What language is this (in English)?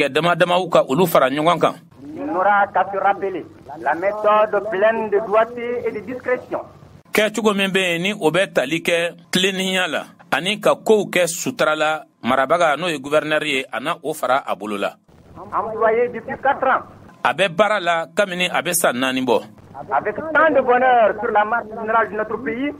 Bambara